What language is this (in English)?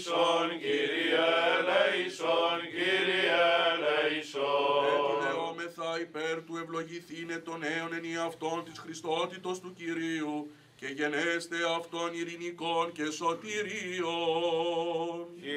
Greek